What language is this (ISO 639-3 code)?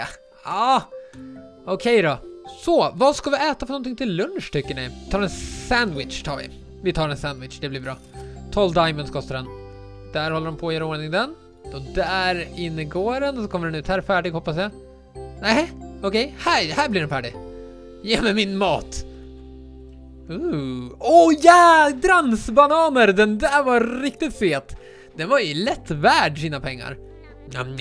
swe